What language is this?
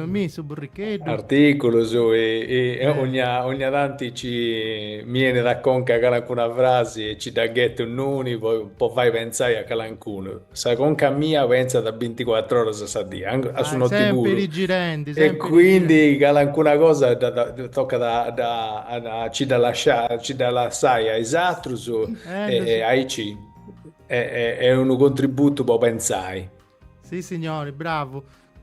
Sardinian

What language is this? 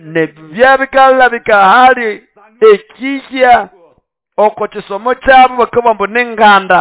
Nande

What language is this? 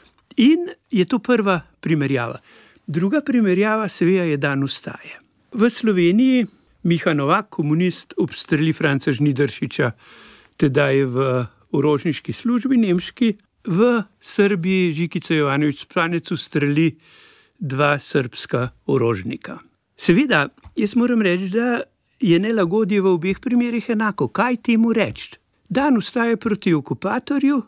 Slovenian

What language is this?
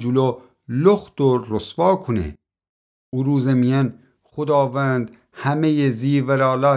Gilaki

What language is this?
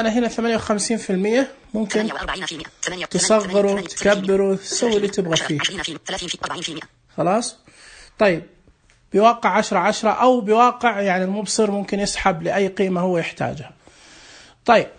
Najdi Arabic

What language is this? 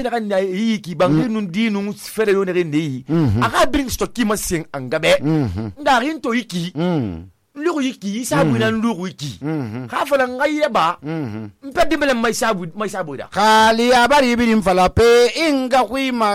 Susu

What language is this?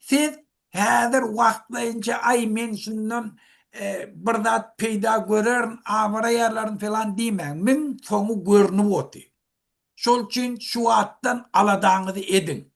Turkmen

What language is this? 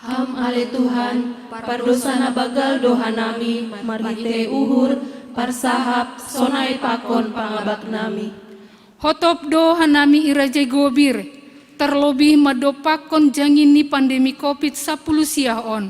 Batak Simalungun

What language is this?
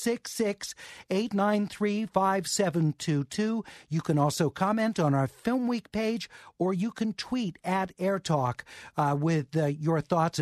English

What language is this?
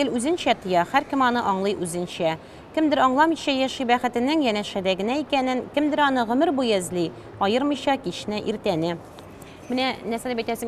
Tatar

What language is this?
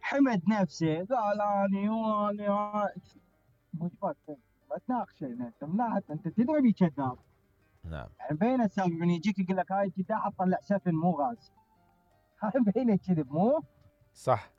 Mesopotamian Arabic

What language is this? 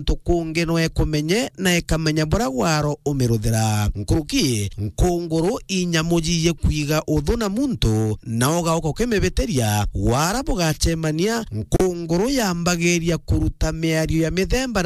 Meru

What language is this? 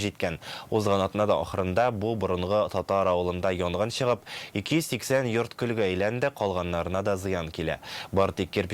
Tatar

